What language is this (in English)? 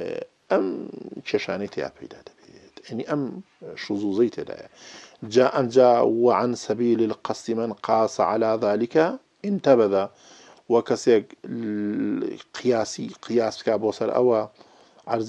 Arabic